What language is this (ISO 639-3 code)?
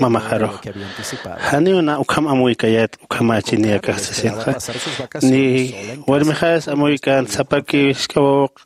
aym